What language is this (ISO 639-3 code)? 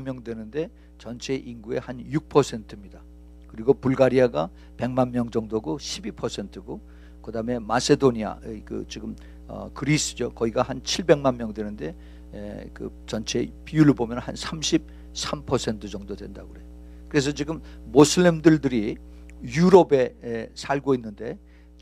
kor